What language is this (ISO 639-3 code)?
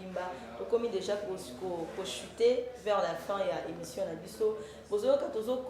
lin